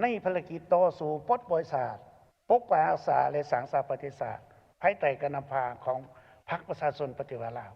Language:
Lao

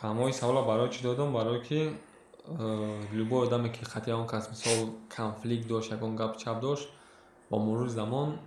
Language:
Tajik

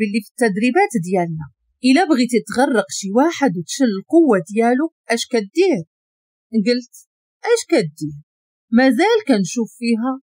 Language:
Moroccan Arabic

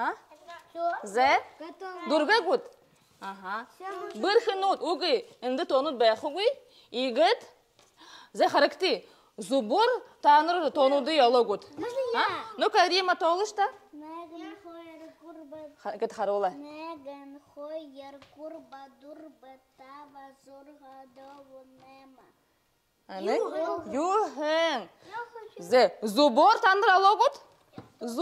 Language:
Buriat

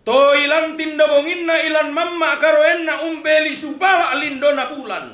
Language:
Toraja-Sa'dan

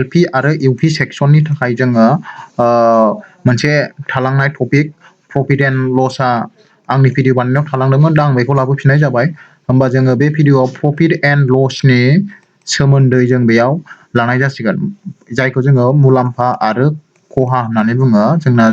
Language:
Bodo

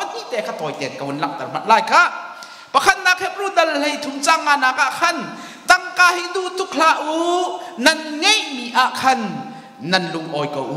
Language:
Hakha Chin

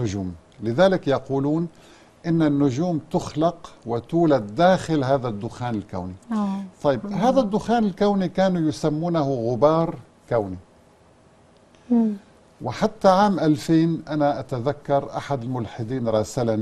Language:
Arabic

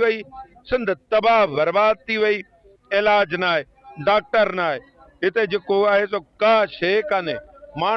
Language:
Sindhi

